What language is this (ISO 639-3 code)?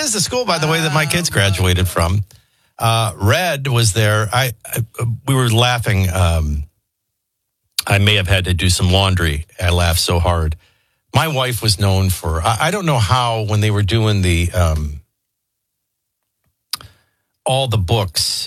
eng